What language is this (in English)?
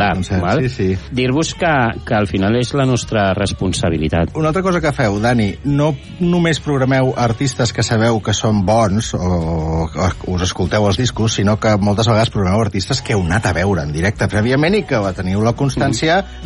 Catalan